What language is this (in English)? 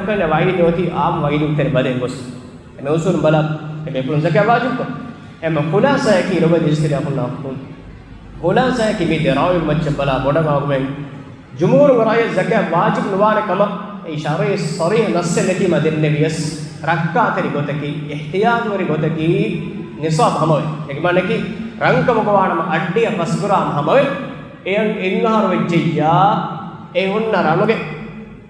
Divehi